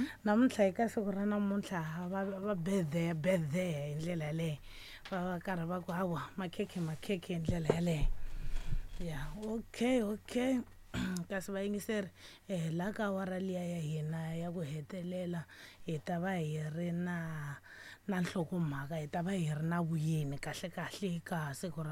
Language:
Tsonga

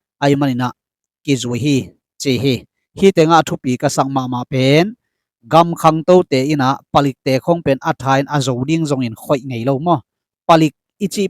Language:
Tedim Chin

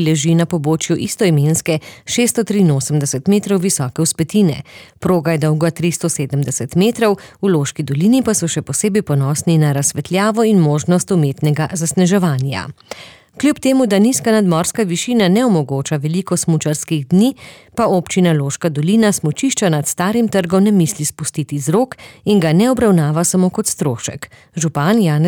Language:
Slovenian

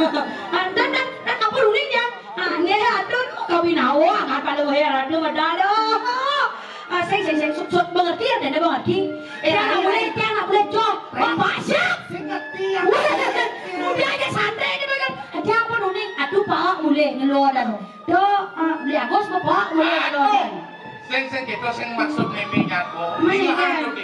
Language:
Balinese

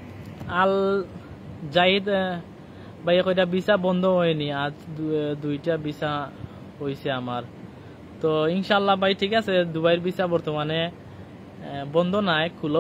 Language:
Sylheti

